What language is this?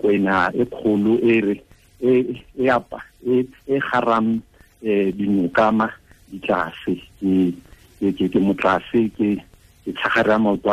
Tswana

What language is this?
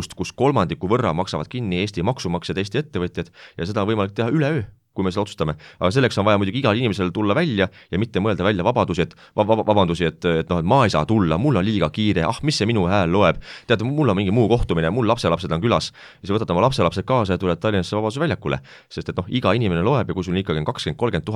Estonian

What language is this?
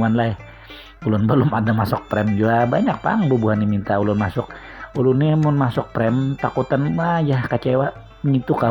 Banjar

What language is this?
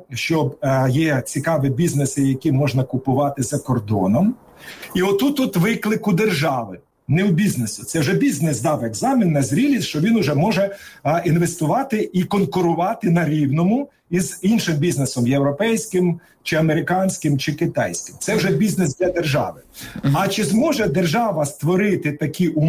Ukrainian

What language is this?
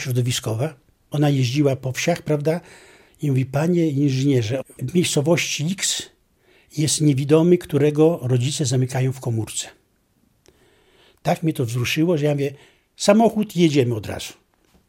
Polish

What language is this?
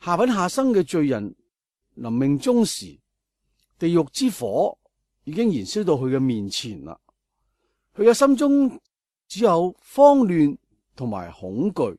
Cantonese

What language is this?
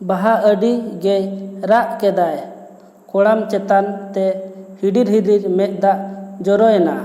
Santali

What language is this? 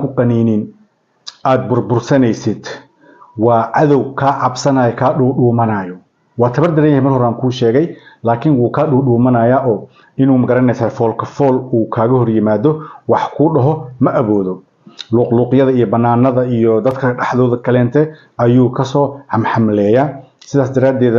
Somali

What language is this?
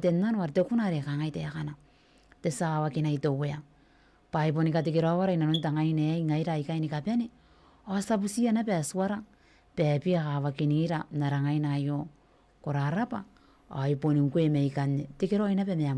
Gilbertese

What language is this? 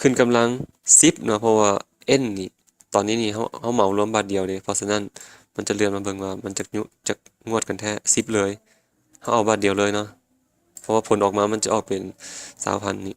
Lao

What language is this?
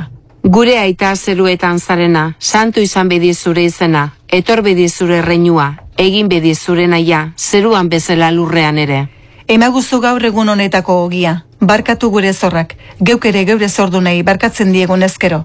Basque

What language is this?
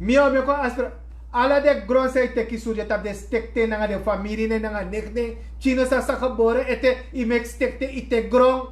Sranan Tongo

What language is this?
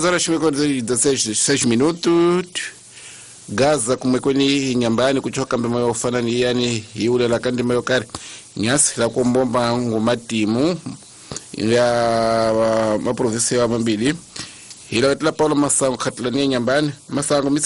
Tsonga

